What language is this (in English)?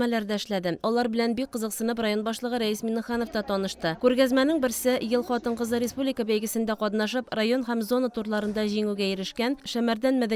Tatar